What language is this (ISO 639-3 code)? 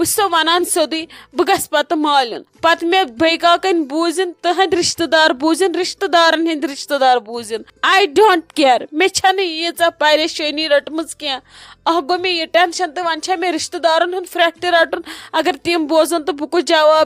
kas